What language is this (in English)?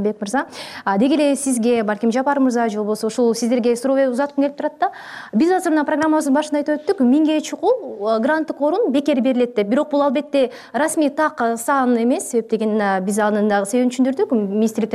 Kyrgyz